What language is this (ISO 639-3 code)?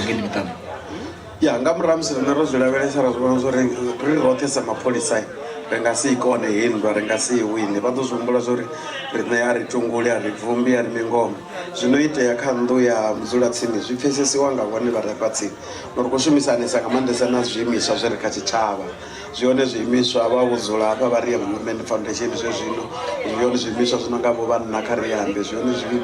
ven